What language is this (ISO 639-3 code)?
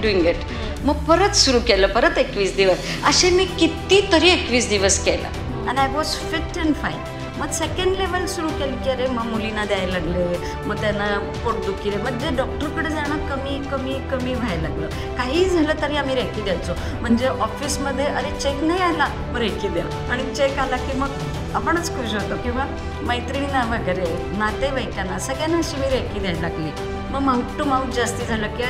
mar